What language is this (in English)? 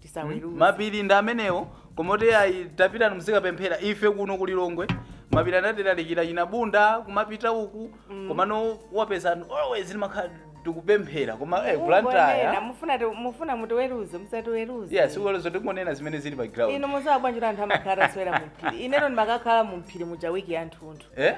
Nyanja